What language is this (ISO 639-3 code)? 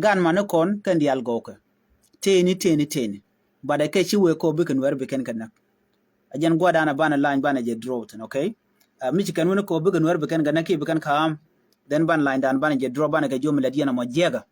nus